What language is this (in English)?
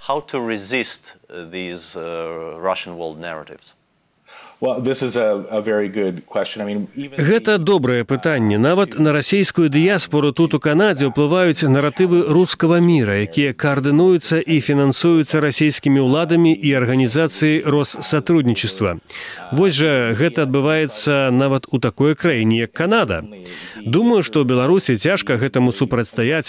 Belarusian